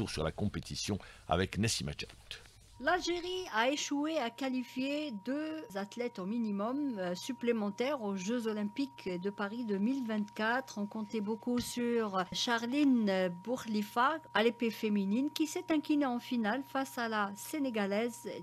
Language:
French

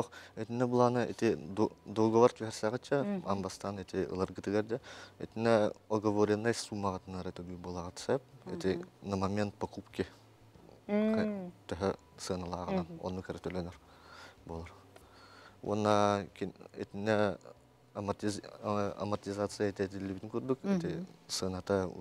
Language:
Yakut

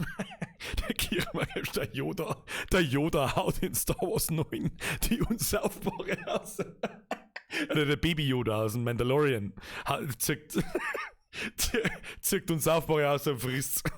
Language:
Bavarian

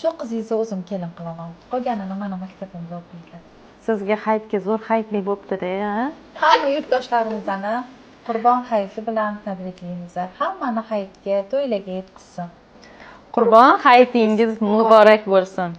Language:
Uzbek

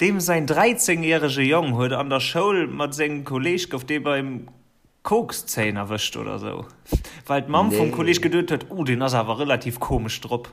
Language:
Luxembourgish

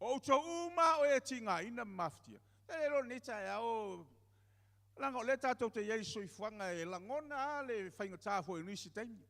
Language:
Samoan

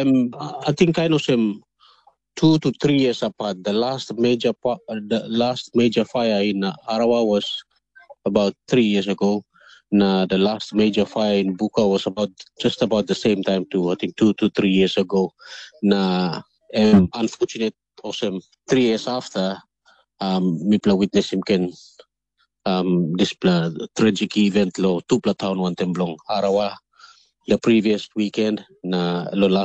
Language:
Tok Pisin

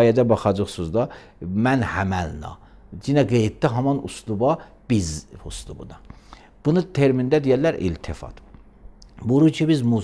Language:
Azerbaijani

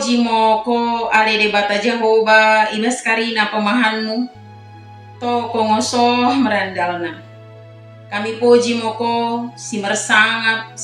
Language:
Batak Dairi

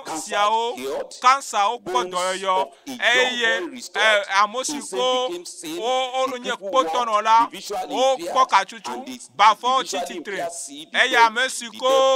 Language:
Ewe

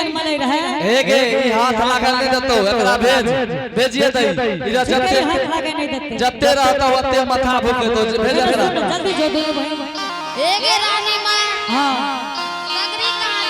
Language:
Angika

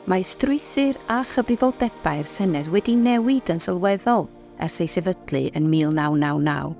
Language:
Welsh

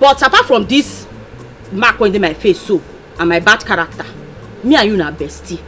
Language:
Nigerian Pidgin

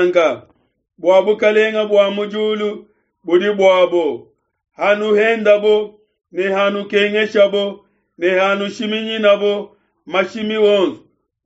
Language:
Luba-Lulua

